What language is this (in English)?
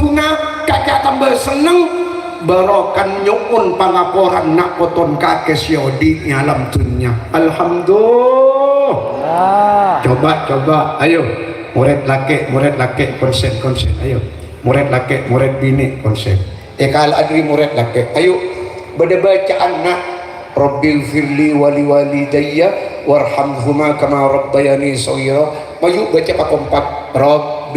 Madurese